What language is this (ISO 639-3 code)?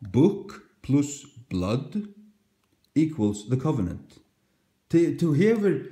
fao